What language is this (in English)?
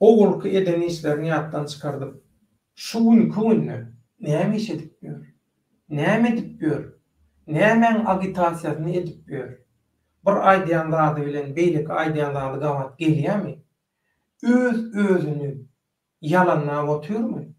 Turkmen